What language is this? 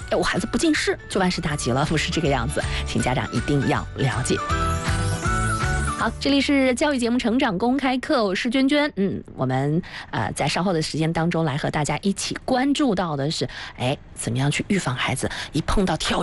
Chinese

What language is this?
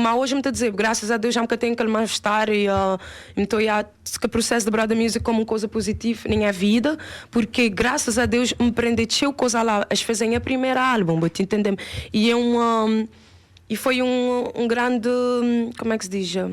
Kabuverdianu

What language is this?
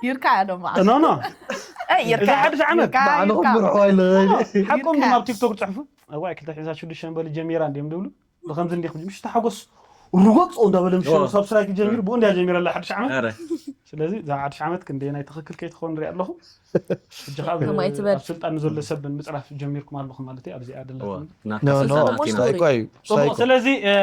Tigrinya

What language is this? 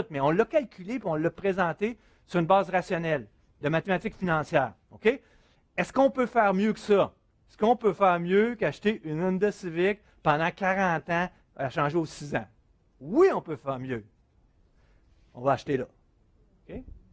French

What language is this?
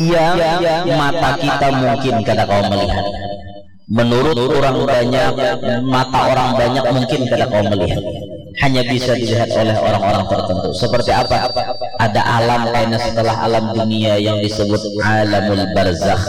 Banjar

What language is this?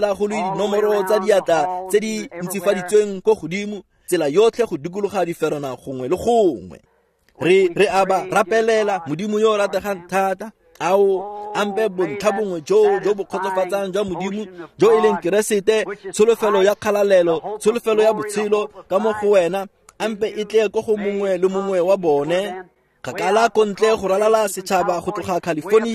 Tswana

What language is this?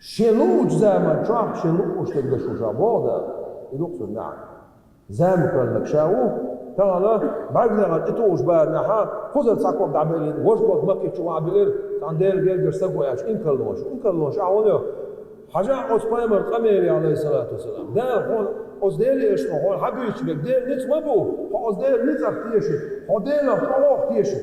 Chechen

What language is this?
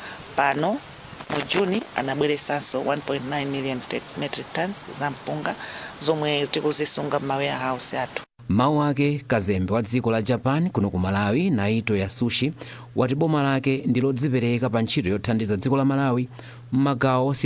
Nyanja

